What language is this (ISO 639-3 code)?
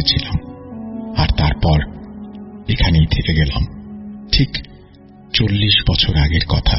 ben